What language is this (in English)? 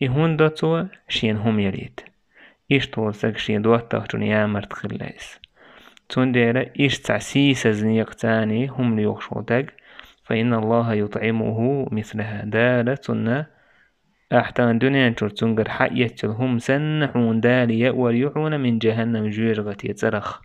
Chechen